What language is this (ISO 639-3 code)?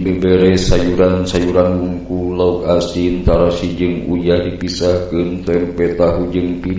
sun